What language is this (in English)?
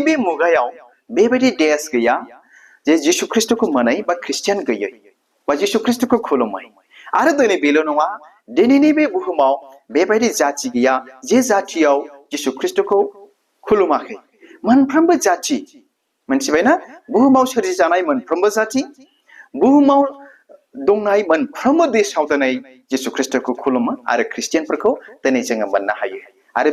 Bodo